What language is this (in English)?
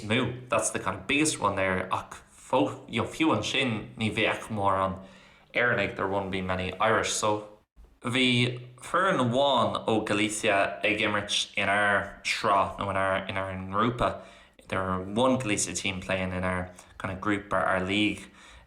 Irish